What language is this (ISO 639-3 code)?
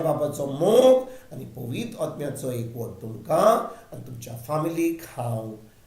kok